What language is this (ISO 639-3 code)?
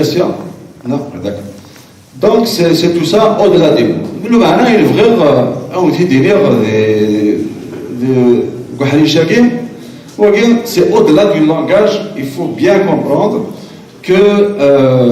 kab